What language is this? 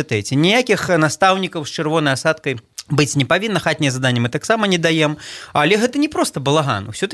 Belarusian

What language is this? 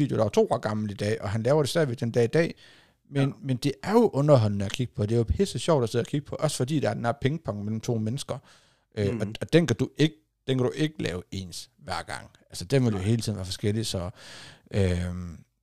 Danish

